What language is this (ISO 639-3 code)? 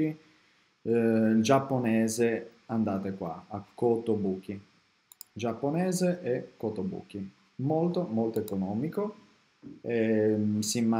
ita